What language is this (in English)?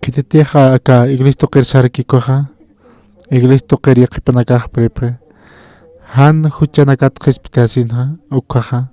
Aymara